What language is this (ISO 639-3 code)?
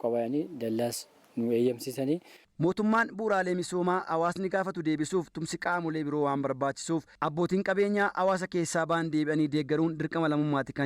orm